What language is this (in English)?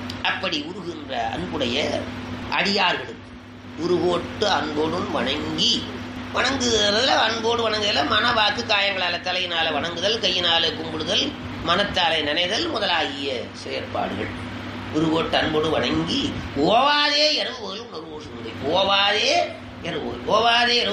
Tamil